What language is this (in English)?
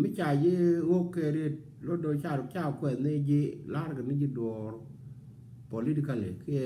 Nuer